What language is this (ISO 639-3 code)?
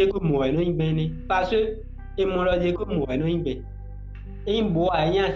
fon